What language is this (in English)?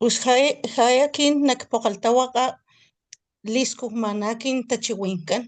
Papantla Totonac